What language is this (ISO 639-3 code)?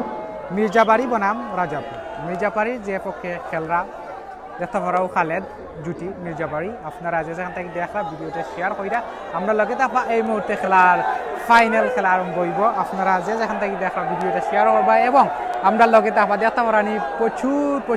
syl